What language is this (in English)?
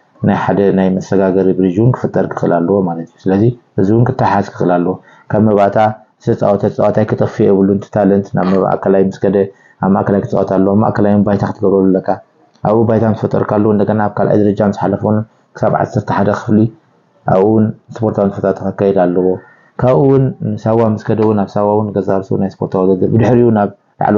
Tigrinya